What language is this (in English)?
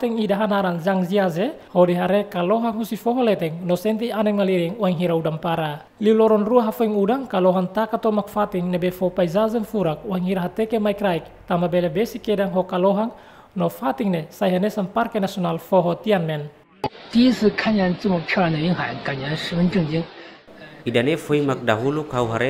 Tetum